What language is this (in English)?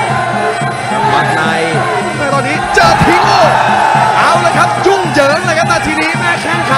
Thai